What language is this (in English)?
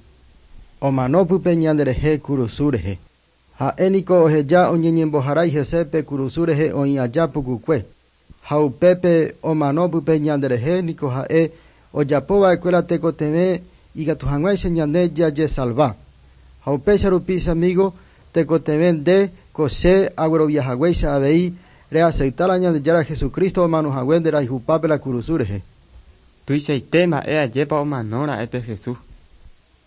Guarani